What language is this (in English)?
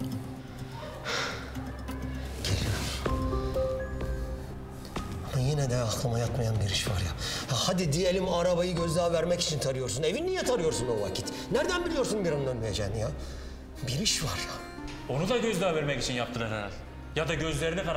Turkish